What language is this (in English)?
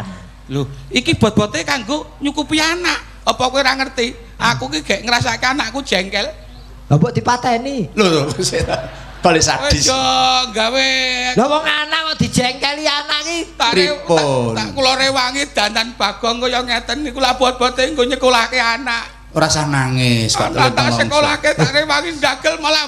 Javanese